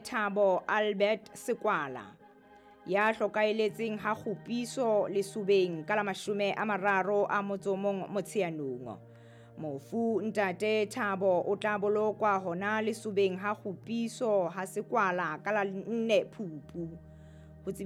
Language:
Southern Sotho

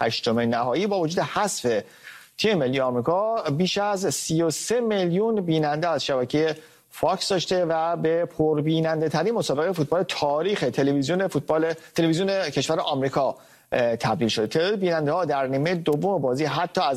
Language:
Persian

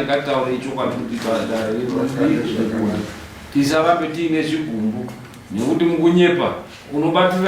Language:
Shona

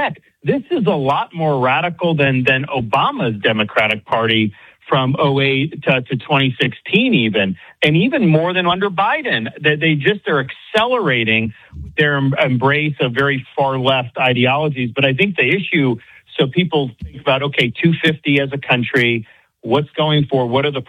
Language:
English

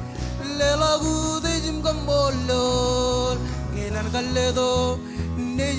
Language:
Marshallese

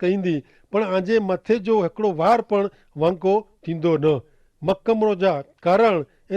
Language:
Kachhi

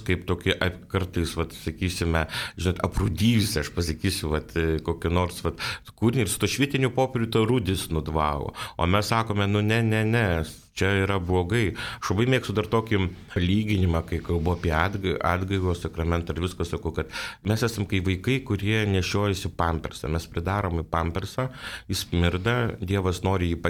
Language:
Lithuanian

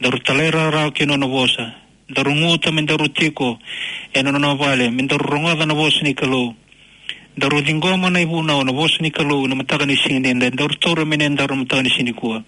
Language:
Fijian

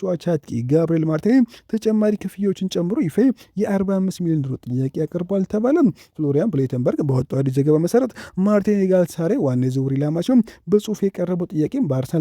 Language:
Amharic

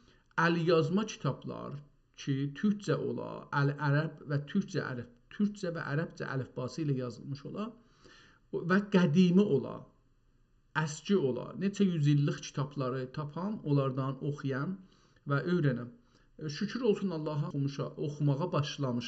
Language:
South Azerbaijani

